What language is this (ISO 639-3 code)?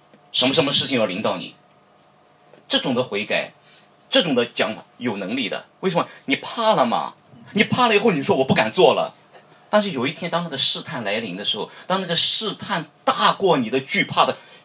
zho